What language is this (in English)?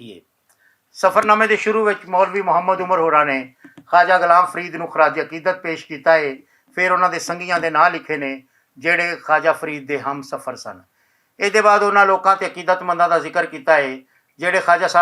Western Panjabi